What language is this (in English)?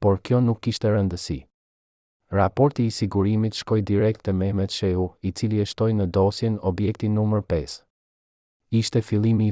Albanian